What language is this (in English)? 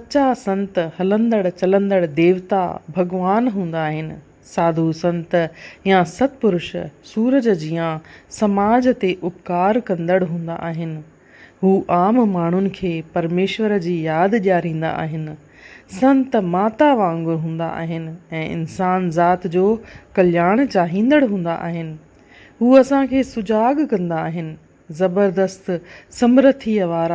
Sindhi